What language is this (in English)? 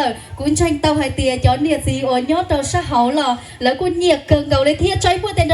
Hmong